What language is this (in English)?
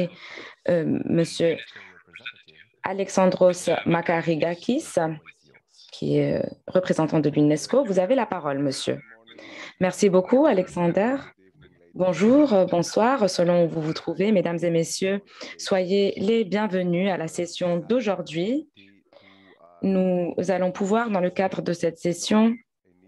French